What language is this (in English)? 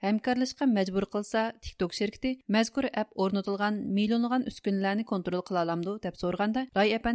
Uyghur